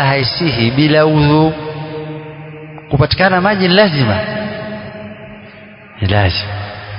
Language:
Swahili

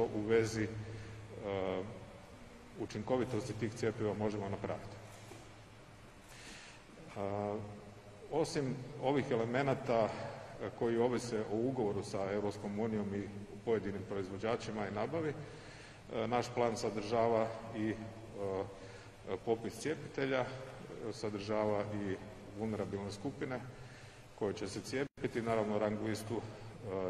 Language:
Croatian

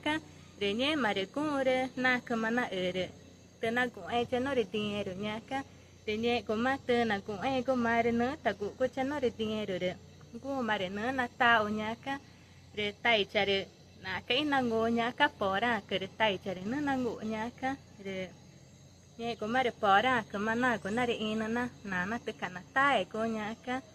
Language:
Ticuna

